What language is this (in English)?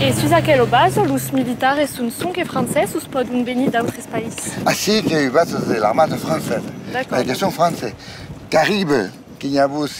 Occitan